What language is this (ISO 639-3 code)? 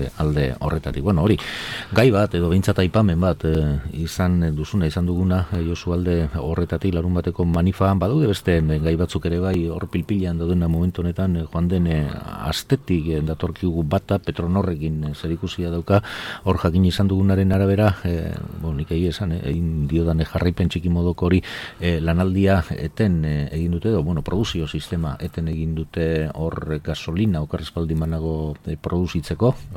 eus